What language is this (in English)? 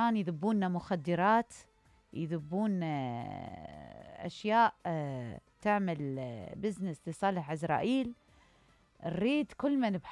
Mesopotamian Arabic